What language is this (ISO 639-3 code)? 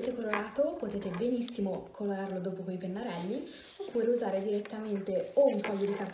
ita